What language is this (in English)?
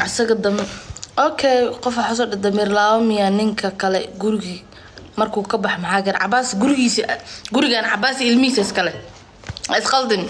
Somali